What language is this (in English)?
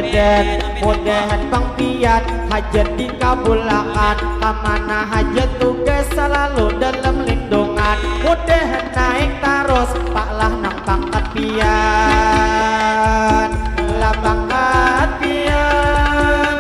Banjar